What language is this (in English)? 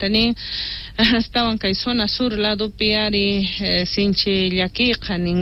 Quechua